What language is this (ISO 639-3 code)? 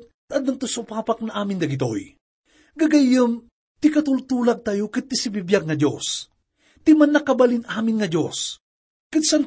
ilo